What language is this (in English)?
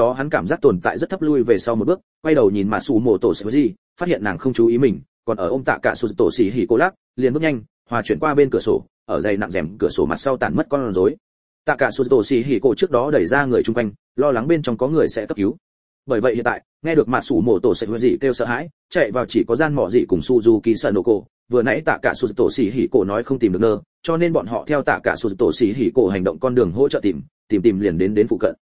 Vietnamese